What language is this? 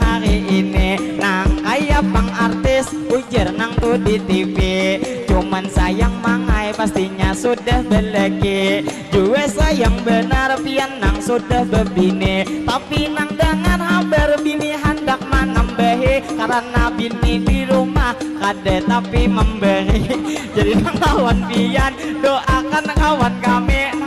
Banjar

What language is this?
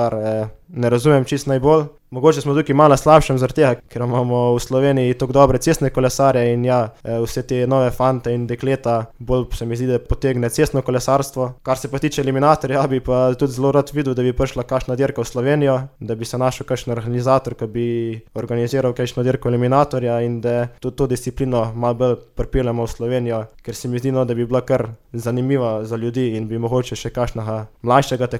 Slovenian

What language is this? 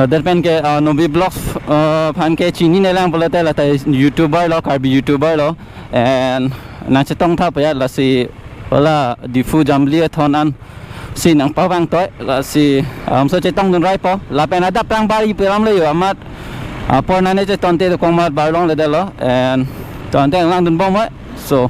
Karbi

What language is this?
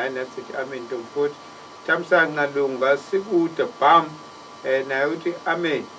Zulu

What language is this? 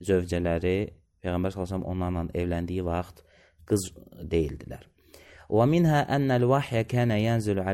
Azerbaijani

